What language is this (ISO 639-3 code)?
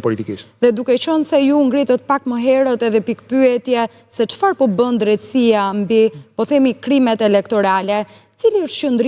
sqi